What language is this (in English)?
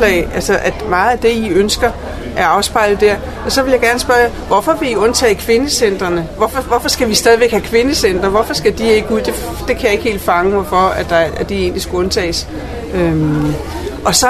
Danish